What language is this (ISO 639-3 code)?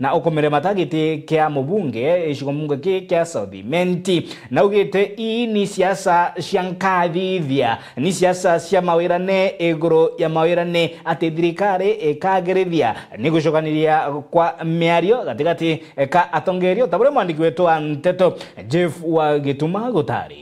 mer